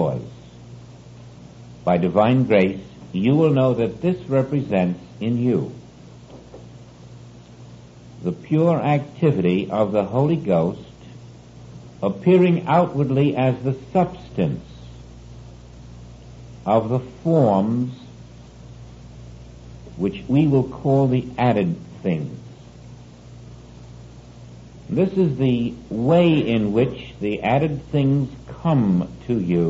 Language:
English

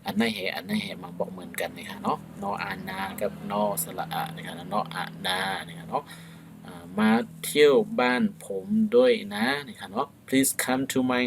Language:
Shan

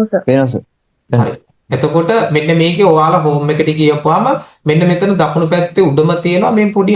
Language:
Sinhala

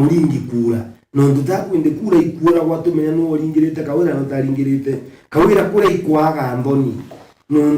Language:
Meru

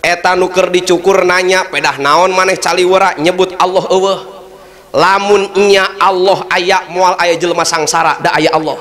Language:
Sundanese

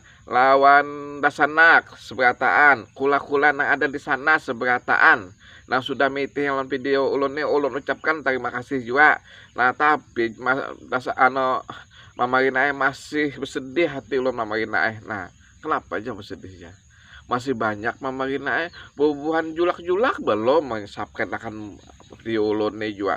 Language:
Banjar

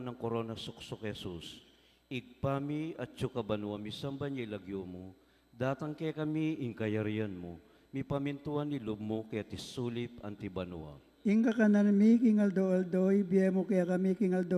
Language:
Pampanga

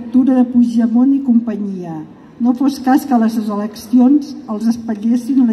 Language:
Catalan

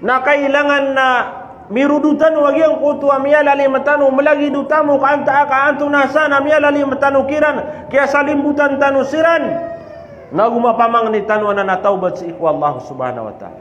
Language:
Maranao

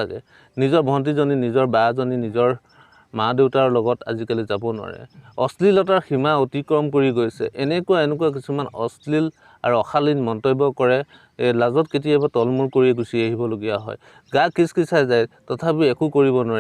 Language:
Assamese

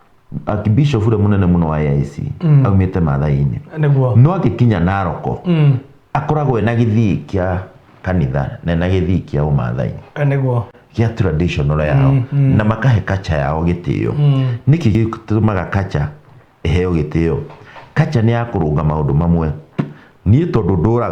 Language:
Kikuyu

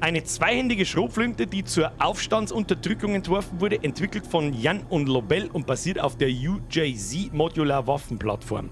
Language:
Bavarian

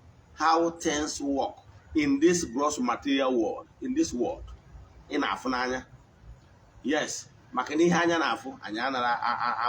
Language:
Igbo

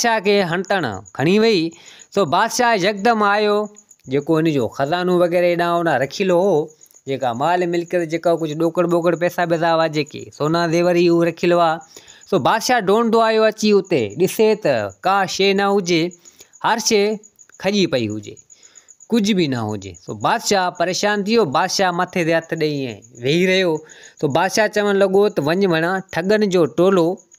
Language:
Sindhi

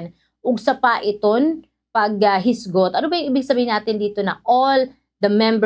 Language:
Waray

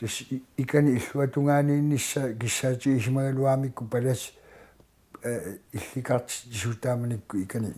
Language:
Kalaallisut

